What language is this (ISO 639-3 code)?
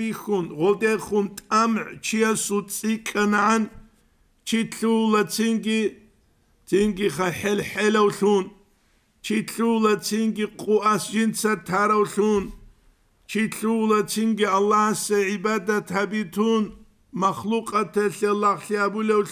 ava